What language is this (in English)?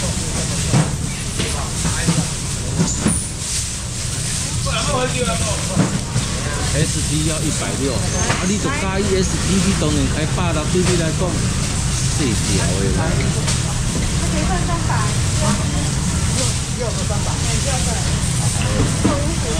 Chinese